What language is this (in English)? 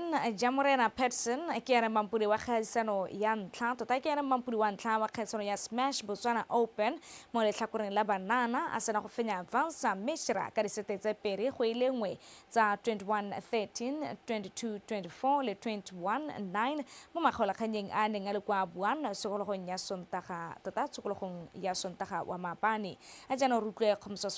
Tswana